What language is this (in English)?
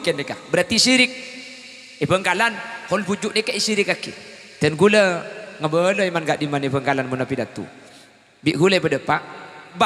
Madurese